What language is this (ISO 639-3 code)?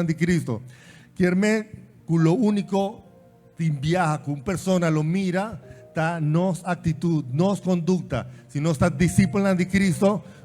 pap